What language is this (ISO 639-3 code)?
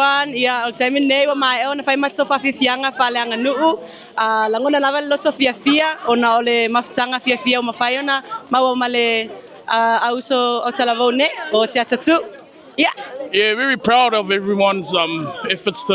smo